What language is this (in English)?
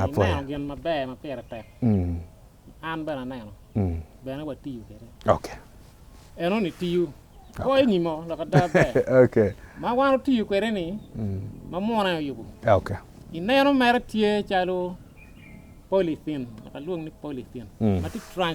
Acoli